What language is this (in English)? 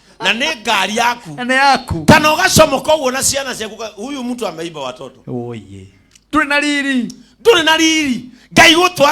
Kikuyu